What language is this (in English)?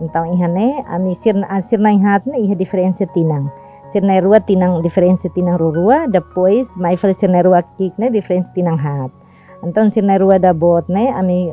Tetum